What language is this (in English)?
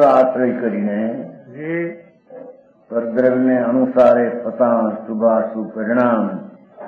Gujarati